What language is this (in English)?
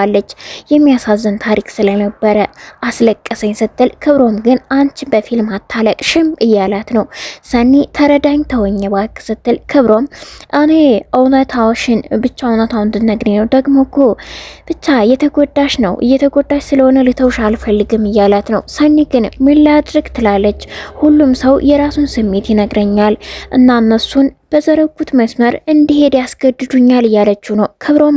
Amharic